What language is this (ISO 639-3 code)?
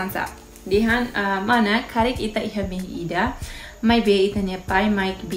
tet